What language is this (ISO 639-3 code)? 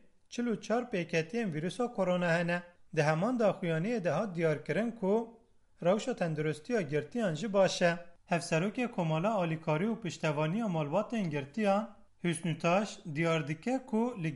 kur